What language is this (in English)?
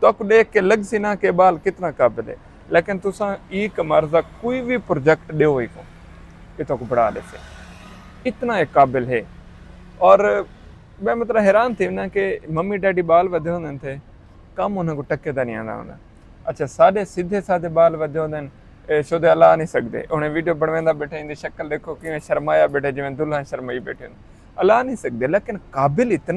Saraiki